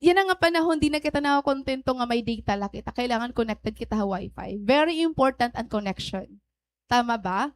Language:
Waray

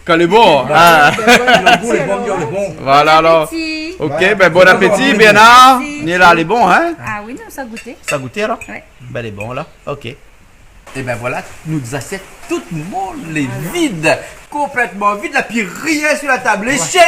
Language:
Réunion Creole French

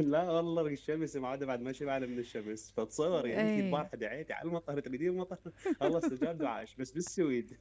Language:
Mesopotamian Arabic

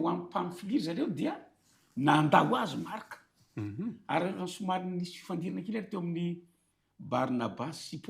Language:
Malagasy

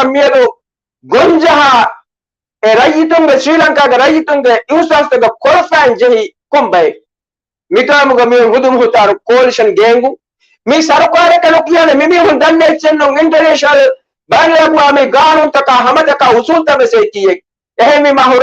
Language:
Divehi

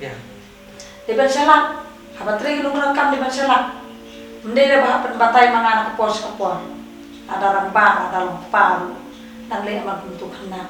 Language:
Khasi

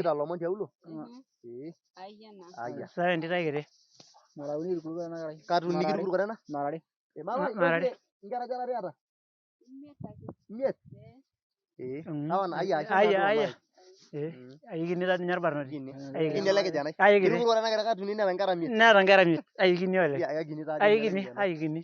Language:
Masai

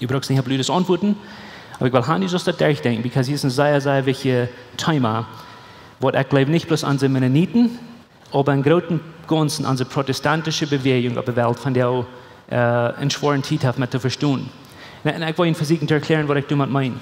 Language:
Plautdietsch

